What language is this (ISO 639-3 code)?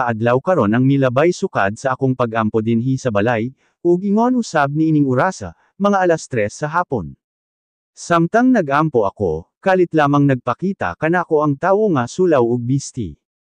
ceb